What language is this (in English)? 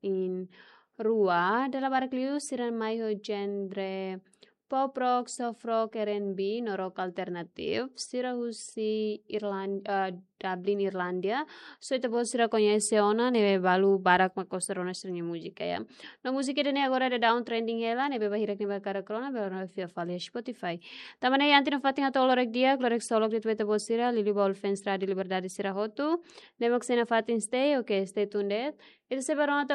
Tetum